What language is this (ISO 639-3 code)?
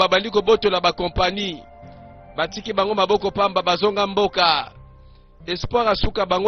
lin